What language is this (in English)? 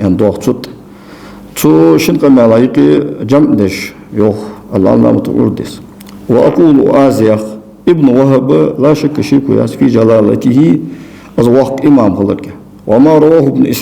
Ingush